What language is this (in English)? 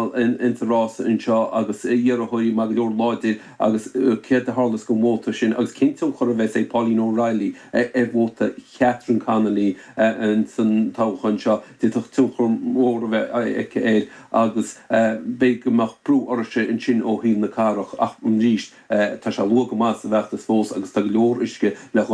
Irish